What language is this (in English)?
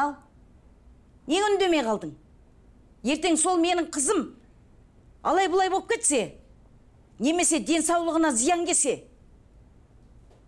Kazakh